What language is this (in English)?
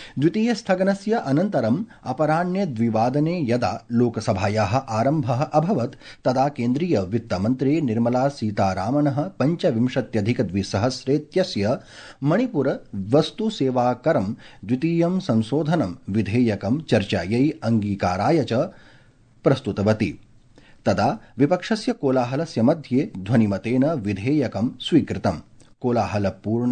Sanskrit